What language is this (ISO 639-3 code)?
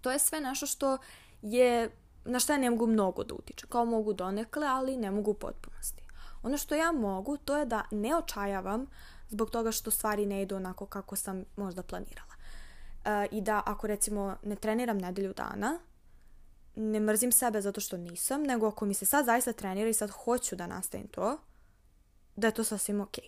srp